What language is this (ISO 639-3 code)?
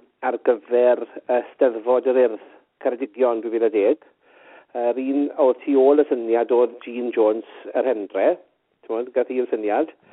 cym